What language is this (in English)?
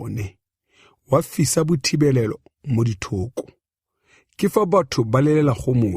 Tswana